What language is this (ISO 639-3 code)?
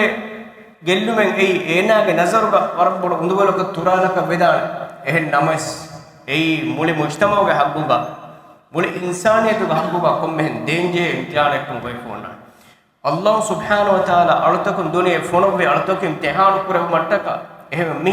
div